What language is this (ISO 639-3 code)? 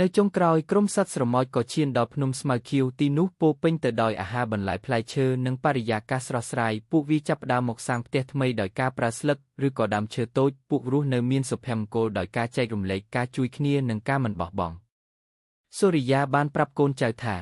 khm